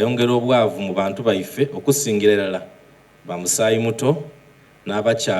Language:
Soga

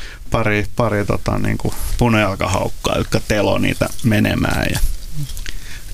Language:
Finnish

